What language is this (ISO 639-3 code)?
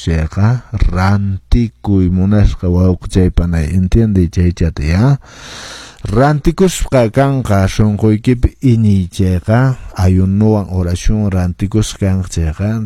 que